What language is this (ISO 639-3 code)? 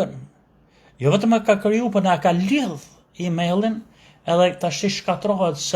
sqi